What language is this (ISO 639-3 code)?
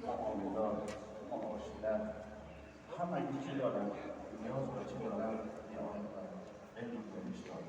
tgk